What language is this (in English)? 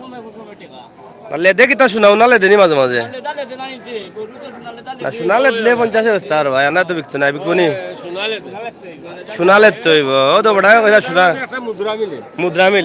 Sylheti